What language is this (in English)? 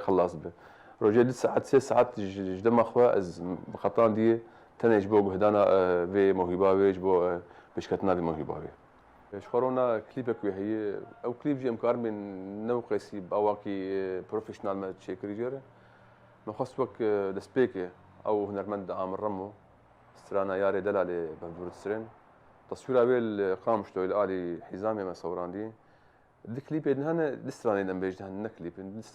Kurdish